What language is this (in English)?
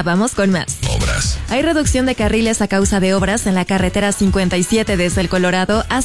Spanish